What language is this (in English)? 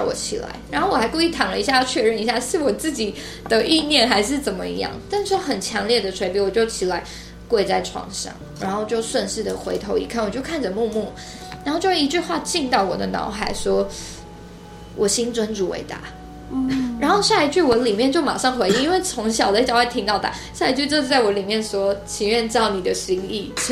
Chinese